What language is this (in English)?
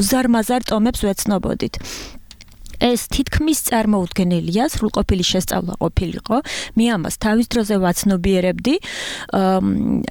Georgian